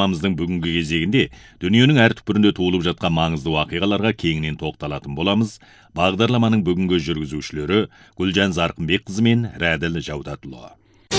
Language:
Kazakh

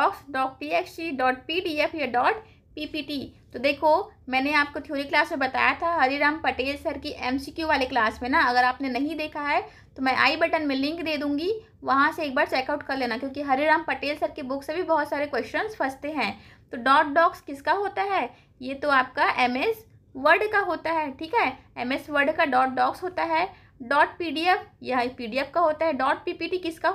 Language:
Hindi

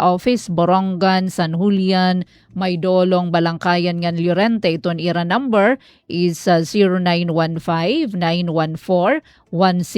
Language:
Waray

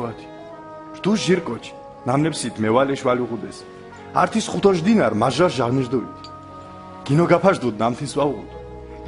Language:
Mingrelian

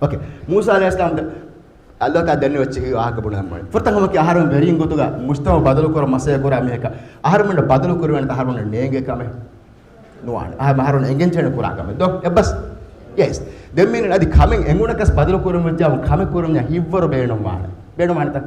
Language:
Divehi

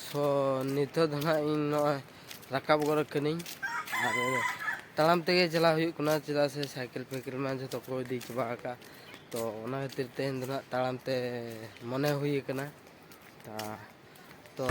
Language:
Santali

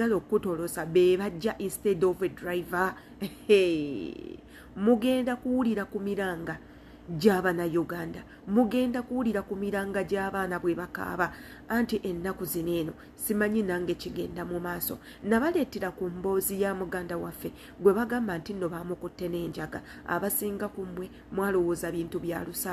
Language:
Ganda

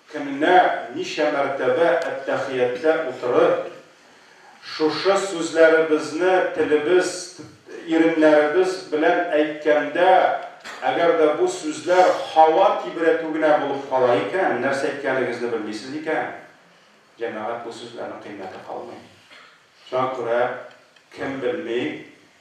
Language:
Tatar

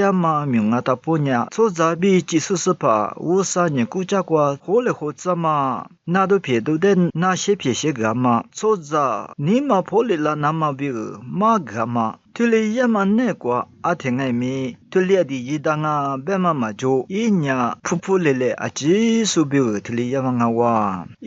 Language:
Lisu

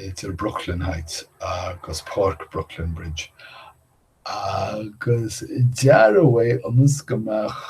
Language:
Irish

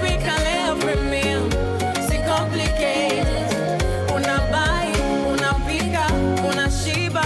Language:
Meru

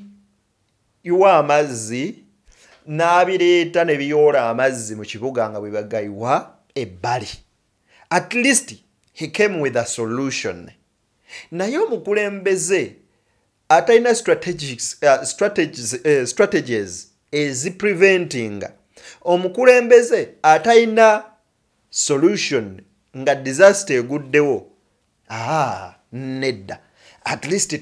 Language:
Ganda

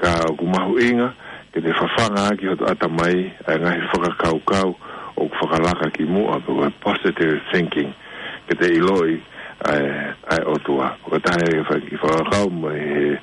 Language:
Tongan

